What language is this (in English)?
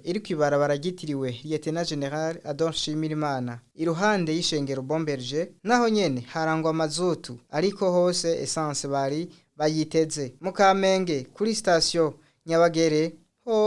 Rundi